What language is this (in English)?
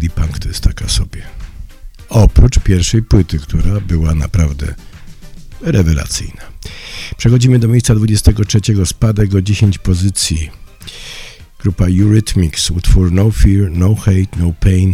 Polish